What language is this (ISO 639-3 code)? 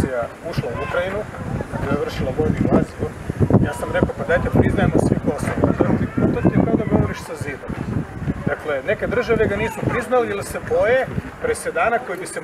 hrv